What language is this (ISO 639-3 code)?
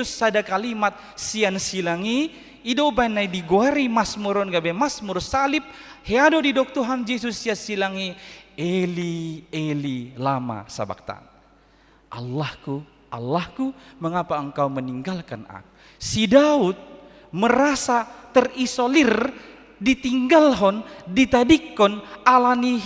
bbc